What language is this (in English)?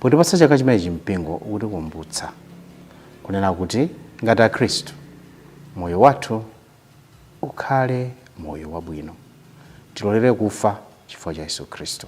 Nyanja